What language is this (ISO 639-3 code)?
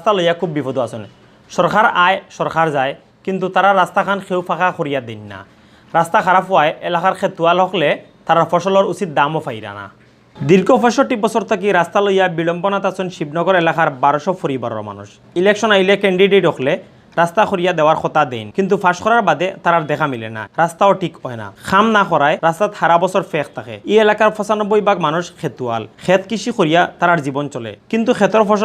syl